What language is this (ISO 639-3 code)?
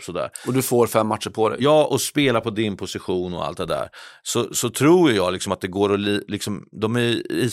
swe